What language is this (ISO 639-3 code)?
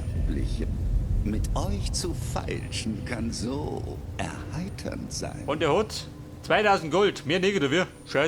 bar